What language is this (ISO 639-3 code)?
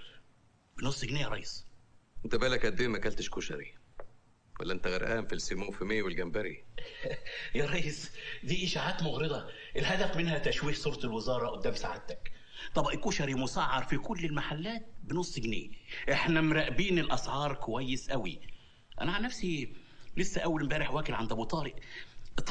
arz